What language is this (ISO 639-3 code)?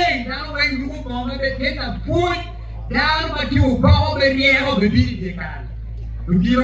ach